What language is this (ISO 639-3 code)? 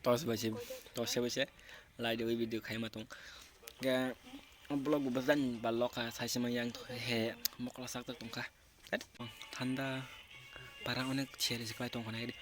trp